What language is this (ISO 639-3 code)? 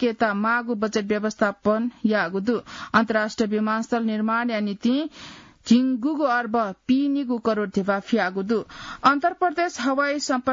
new